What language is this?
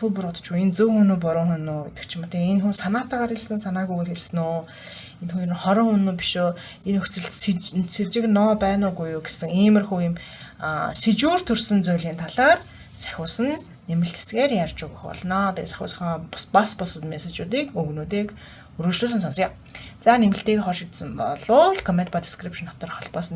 Mongolian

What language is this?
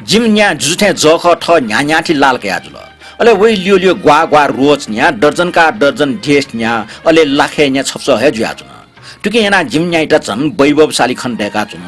Newari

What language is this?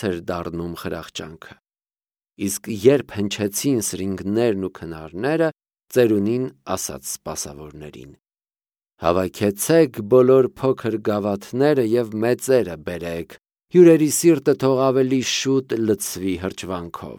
Armenian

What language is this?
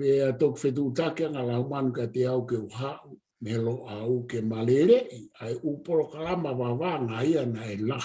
Tongan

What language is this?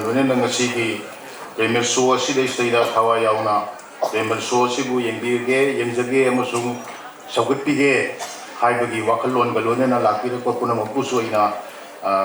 Manipuri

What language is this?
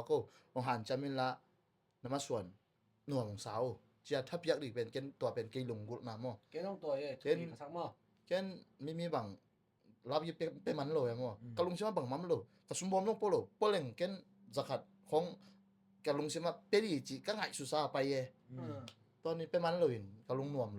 Tedim Chin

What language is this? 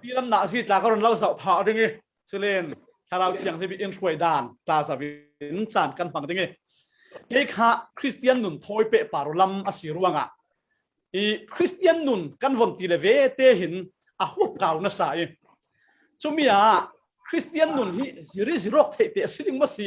Falam Chin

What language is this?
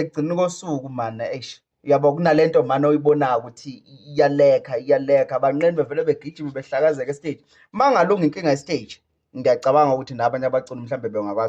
Zulu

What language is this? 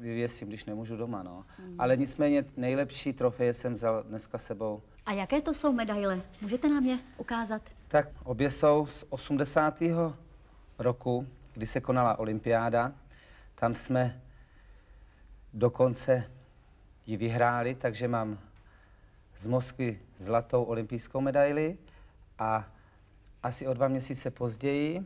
Czech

